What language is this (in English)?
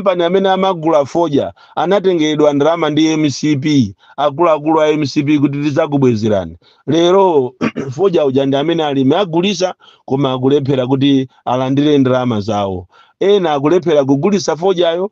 Nyanja